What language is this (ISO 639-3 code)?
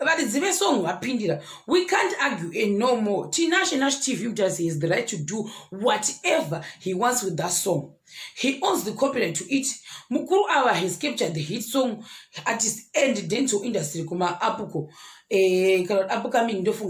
sna